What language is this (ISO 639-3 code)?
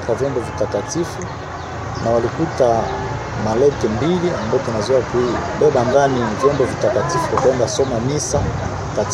swa